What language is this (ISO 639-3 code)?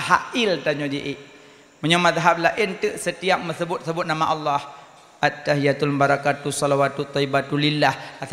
ace